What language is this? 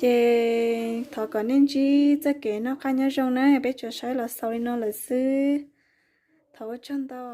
Hmong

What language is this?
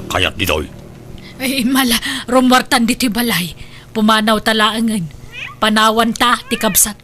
Iloko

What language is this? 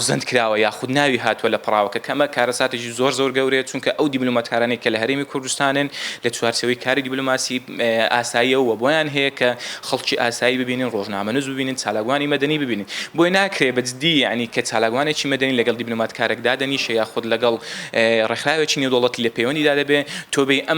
Central Kurdish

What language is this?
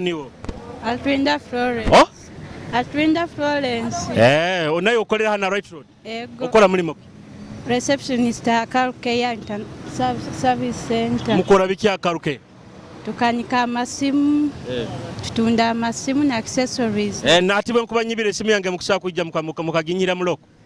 Nyoro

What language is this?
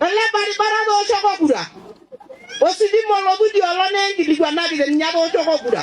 Masai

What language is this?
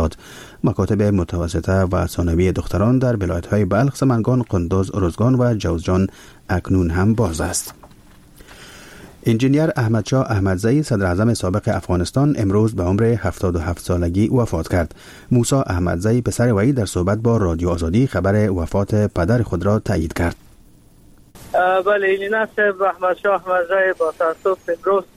Persian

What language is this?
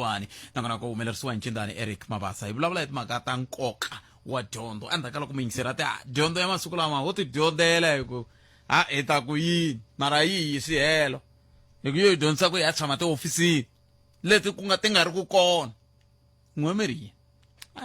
Tsonga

